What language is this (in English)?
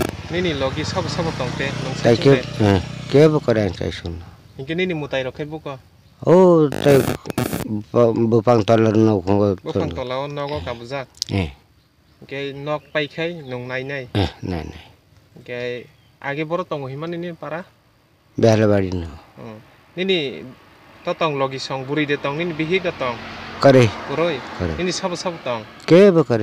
Kok Borok